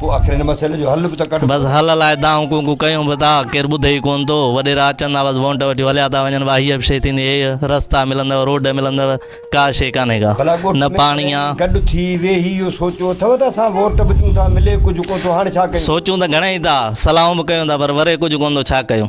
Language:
Sindhi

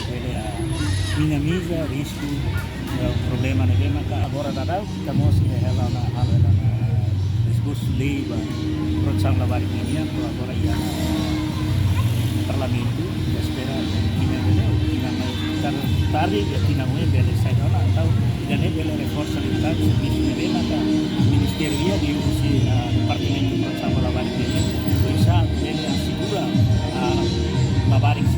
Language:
Tetum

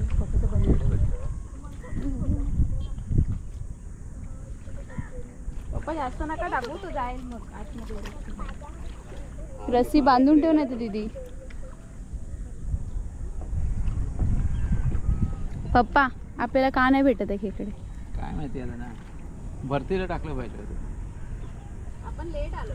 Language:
Marathi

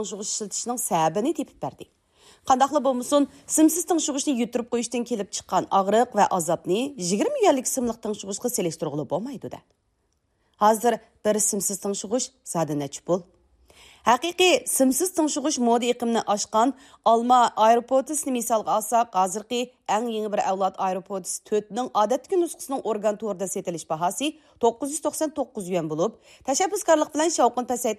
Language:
Uyghur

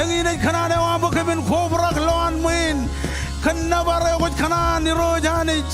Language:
Marshallese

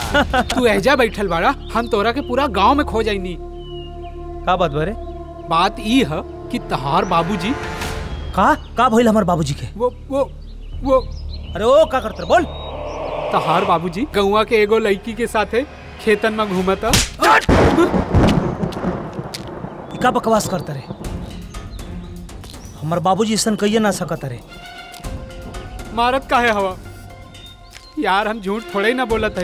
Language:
Bhojpuri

